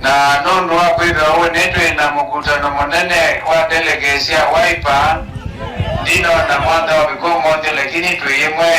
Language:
Kamba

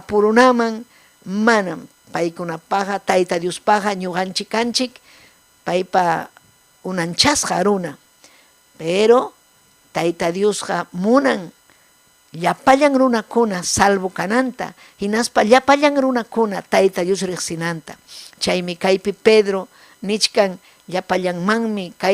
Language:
Ayacucho Quechua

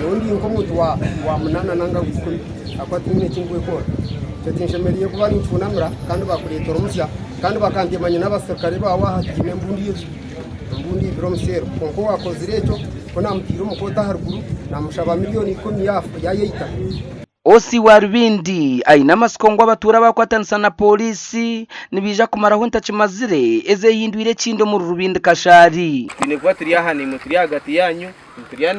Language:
Nyankole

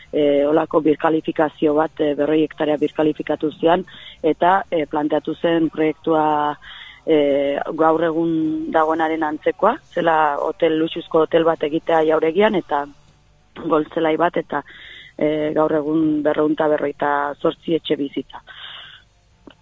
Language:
Basque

